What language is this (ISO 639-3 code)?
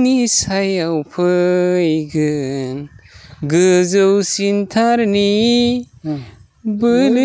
brx